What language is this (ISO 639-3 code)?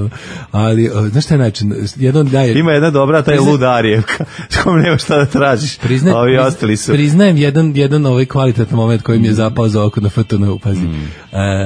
srp